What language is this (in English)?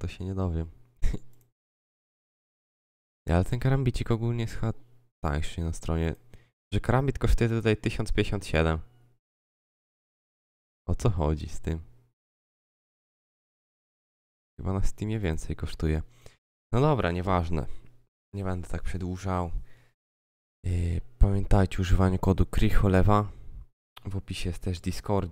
Polish